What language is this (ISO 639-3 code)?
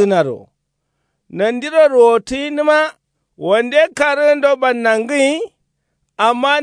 kau